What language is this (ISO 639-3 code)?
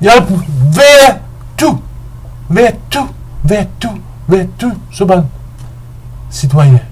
mfe